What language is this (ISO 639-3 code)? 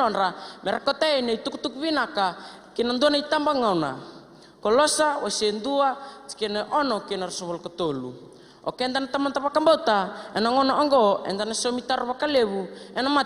fij